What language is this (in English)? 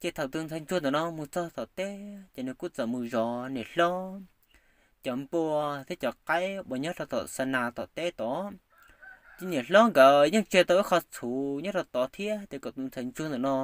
Hmong